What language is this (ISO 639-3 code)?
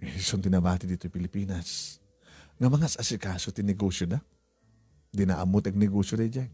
ilo